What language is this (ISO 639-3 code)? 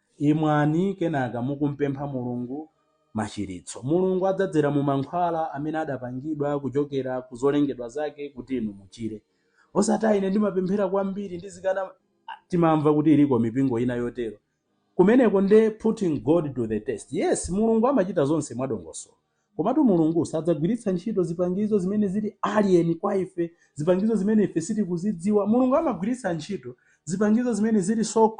nya